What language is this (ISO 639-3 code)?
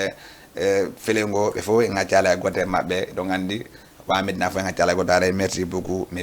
ful